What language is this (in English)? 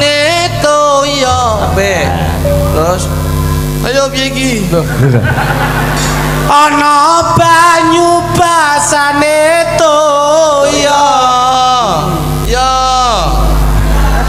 Javanese